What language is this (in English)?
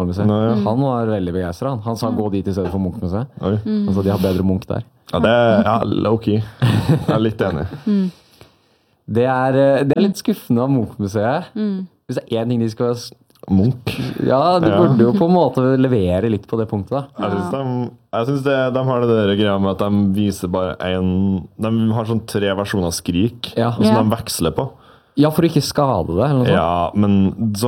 Norwegian